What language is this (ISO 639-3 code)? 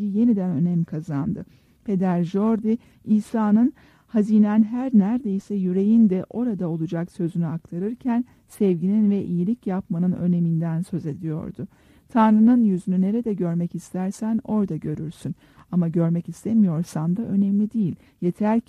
tur